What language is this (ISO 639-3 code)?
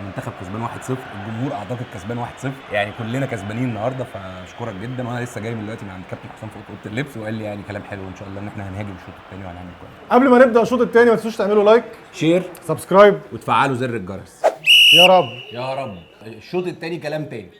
arz